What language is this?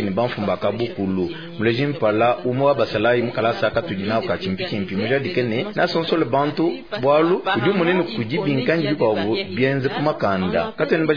Luba-Lulua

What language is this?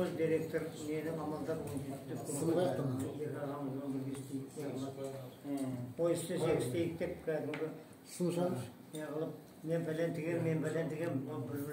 Kazakh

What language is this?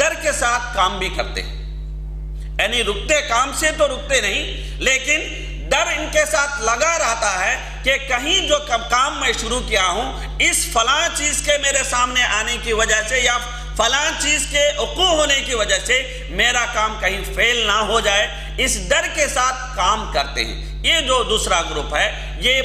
Urdu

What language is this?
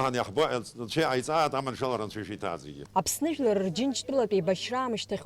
Abkhazian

